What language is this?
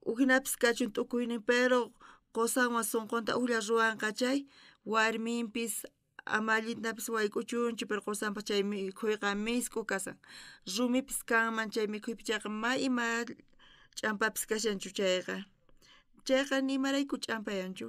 South Bolivian Quechua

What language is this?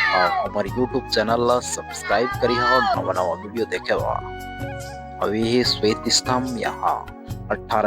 Chhattisgarhi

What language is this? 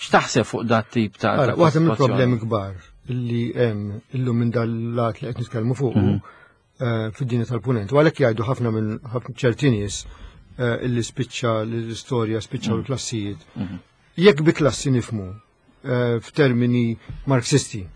Maltese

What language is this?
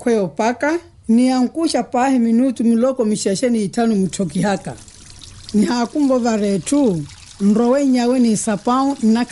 Makhuwa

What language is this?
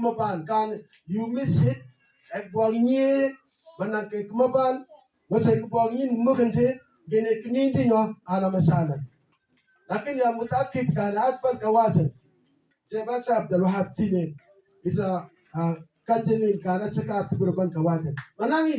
Mabaan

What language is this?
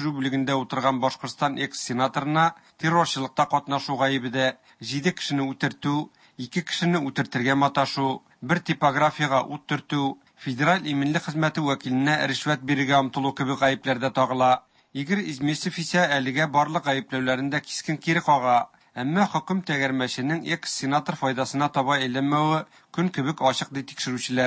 Tatar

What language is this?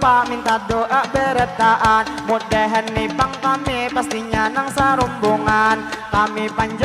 Banjar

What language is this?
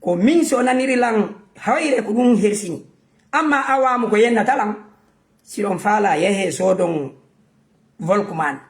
Fula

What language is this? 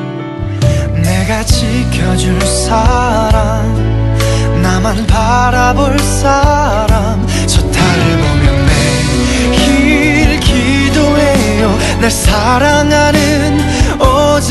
Korean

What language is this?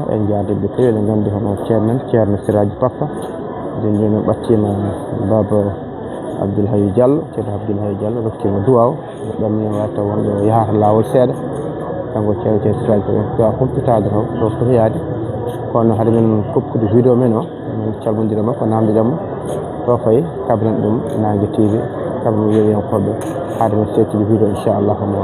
Fula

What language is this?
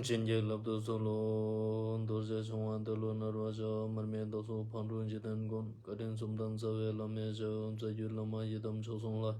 Ladakhi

